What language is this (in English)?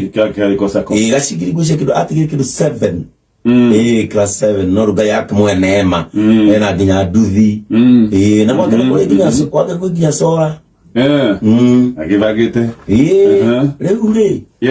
Kikuyu